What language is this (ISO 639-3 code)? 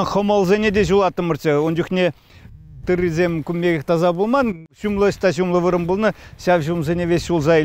chv